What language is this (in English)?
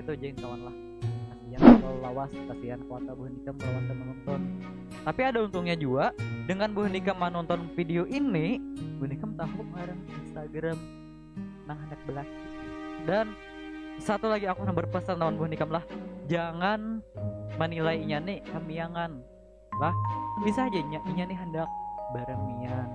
Banjar